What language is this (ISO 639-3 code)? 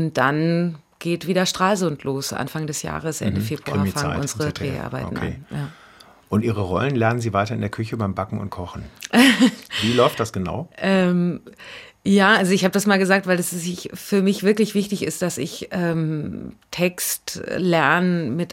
deu